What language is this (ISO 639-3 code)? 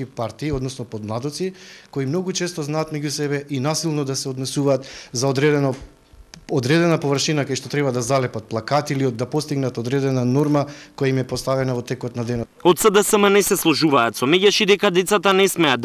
mkd